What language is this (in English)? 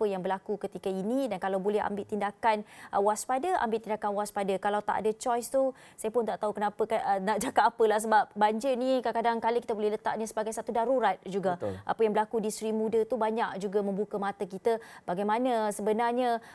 Malay